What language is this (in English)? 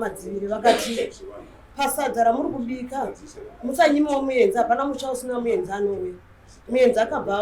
Shona